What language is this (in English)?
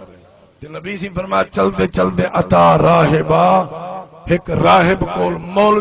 Saraiki